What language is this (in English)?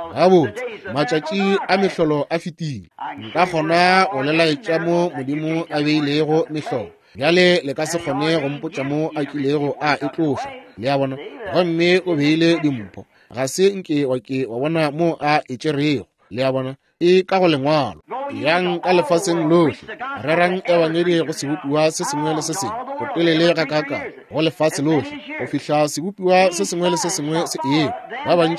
Northern Sotho